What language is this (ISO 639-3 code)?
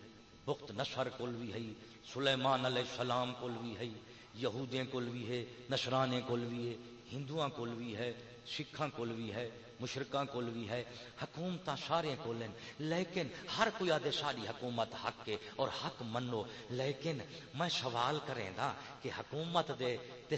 skr